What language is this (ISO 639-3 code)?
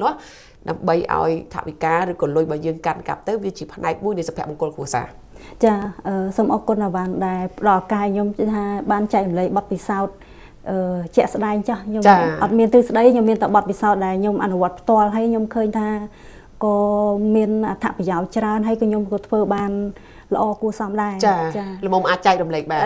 khm